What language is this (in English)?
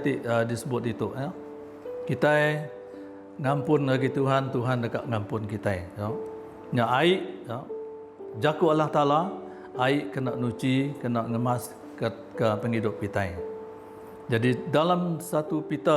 Iban